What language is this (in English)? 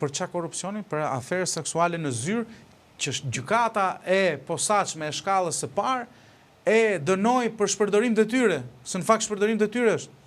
Albanian